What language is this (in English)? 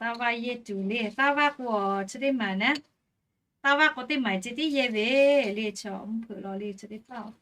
Lahu